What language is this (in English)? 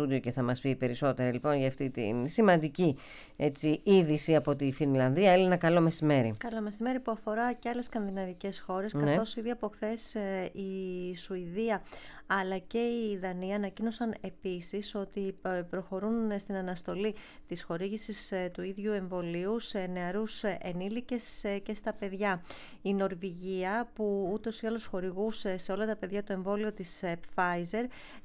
Greek